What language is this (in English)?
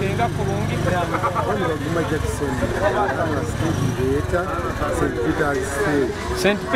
Nyoro